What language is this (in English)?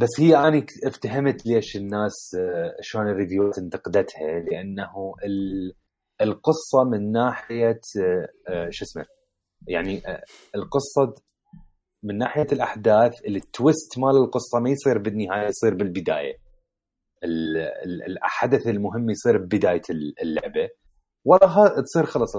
Mesopotamian Arabic